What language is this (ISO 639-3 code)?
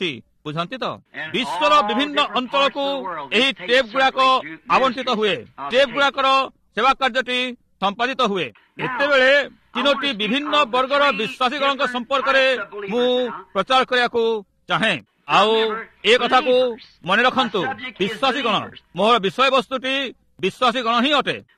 ori